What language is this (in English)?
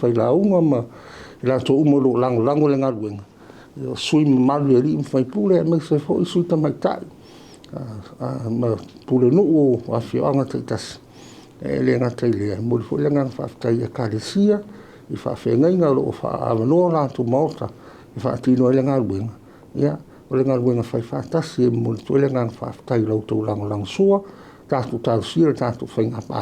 Samoan